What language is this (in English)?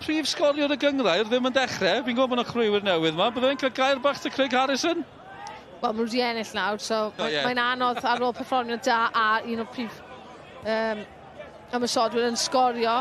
Welsh